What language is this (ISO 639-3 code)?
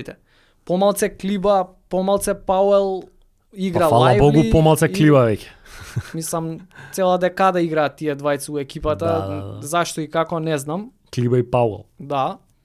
mkd